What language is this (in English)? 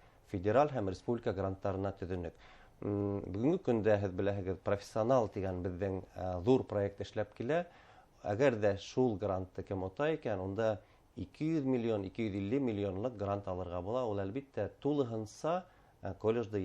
Bashkir